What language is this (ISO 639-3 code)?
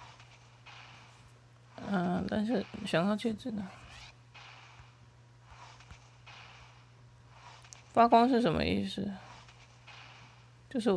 zho